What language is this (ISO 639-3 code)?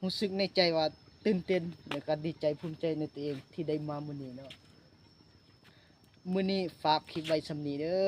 lao